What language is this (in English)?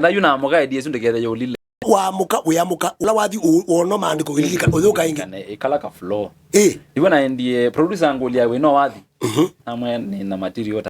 Kamba